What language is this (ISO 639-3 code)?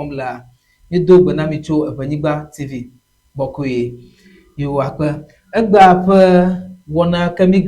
ewe